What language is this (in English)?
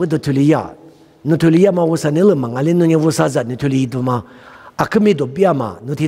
Lisu